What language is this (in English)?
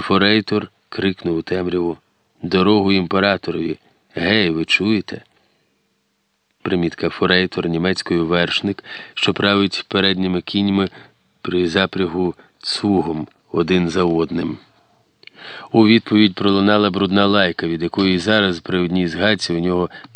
Ukrainian